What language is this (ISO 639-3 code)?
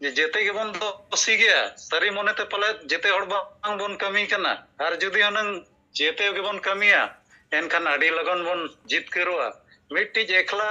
sat